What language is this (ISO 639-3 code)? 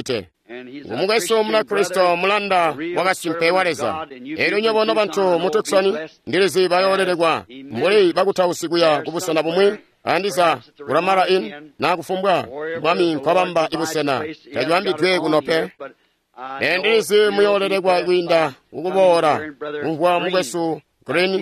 toi